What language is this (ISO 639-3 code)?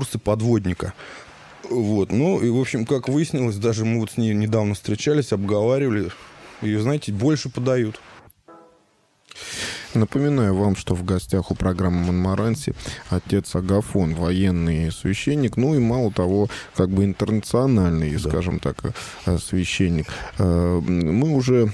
rus